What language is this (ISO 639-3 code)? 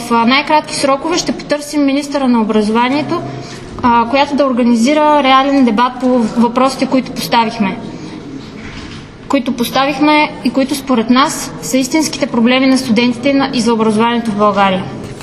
bul